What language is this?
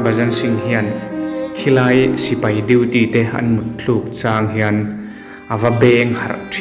Mizo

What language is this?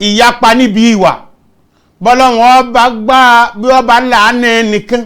Yoruba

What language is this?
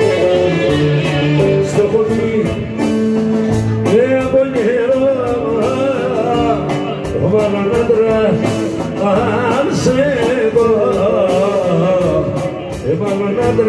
Greek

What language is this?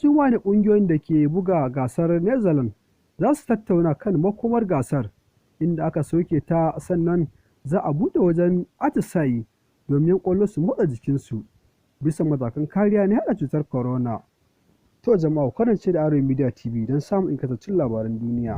Hausa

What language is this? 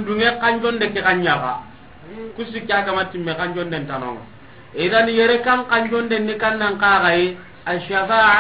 Soninke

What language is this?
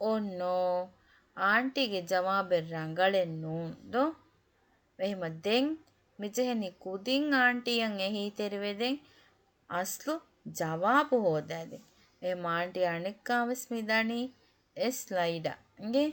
Divehi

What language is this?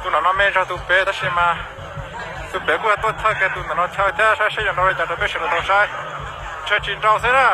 Hmong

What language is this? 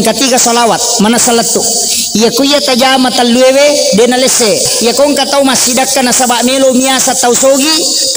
Buginese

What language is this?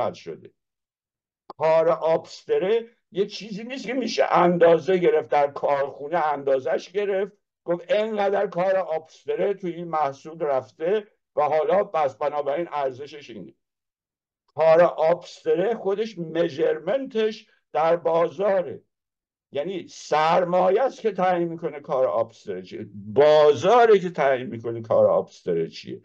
Persian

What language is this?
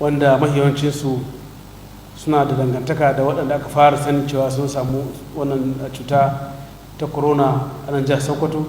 Hausa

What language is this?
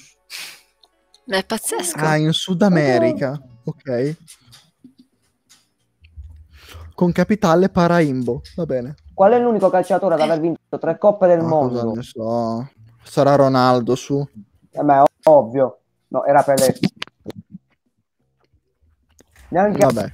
Italian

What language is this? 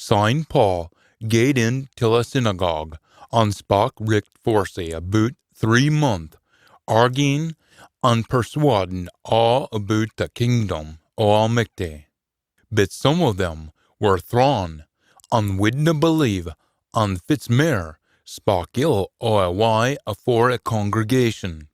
Scots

